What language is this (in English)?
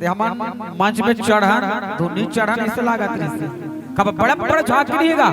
Chhattisgarhi